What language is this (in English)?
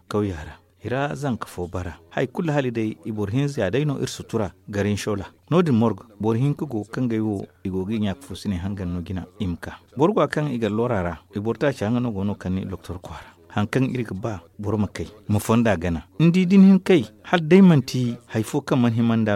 Zarma